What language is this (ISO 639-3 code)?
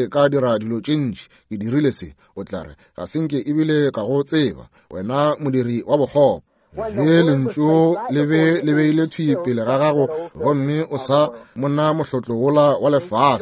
nso